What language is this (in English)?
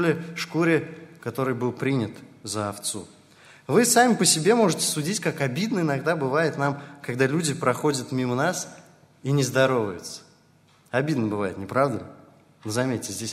Russian